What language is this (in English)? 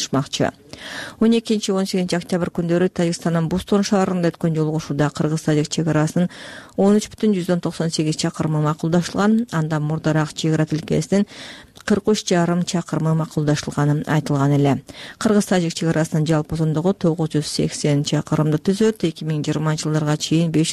Kyrgyz